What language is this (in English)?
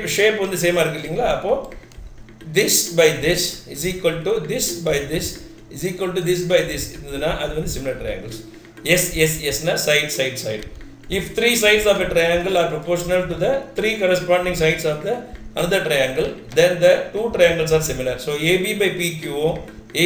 Tamil